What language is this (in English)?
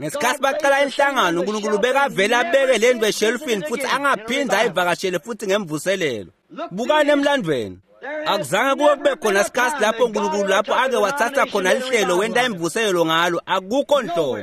Swati